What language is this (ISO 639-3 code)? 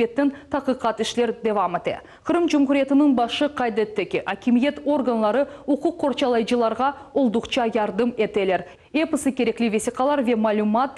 crh